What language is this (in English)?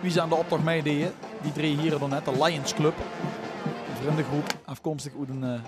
Limburgish